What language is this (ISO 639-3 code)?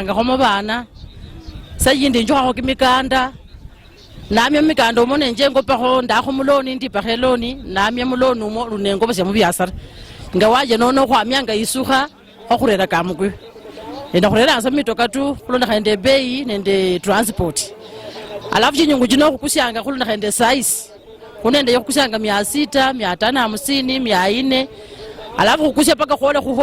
luy